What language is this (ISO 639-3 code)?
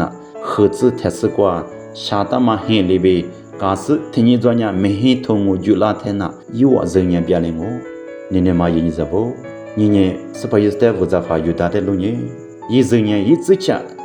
lis